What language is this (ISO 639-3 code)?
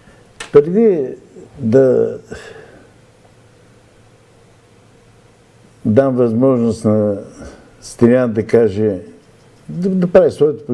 bul